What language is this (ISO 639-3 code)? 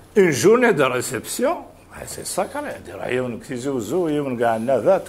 kab